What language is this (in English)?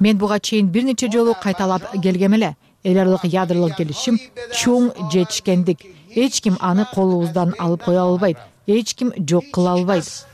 Kyrgyz